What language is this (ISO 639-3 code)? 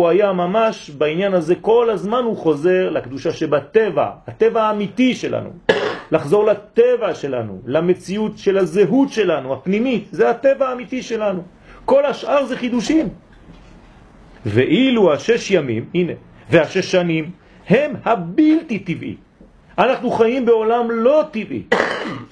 heb